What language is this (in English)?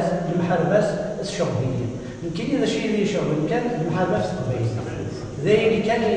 Kabyle